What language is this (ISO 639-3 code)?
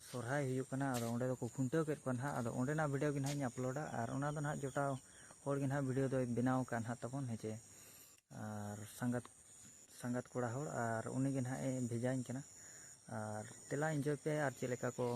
sat